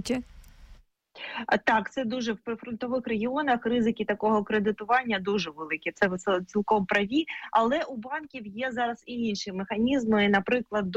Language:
Ukrainian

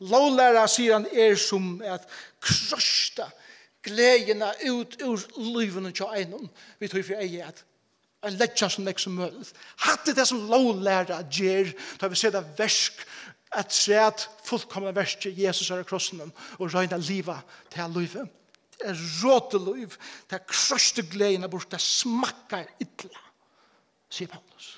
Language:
Faroese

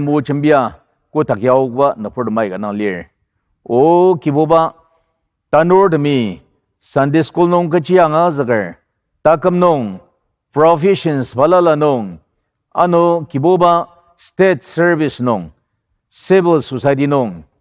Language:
Ao Naga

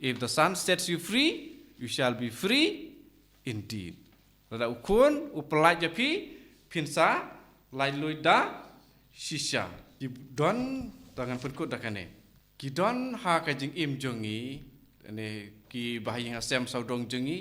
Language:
Khasi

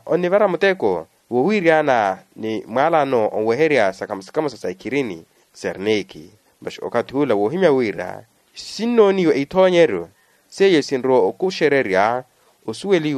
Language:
Makhuwa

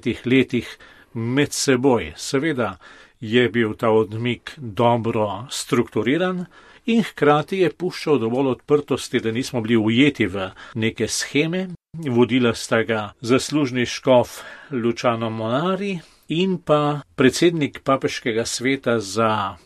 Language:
Slovenian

